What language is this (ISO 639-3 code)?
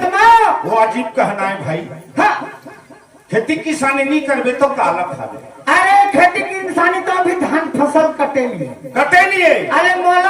hne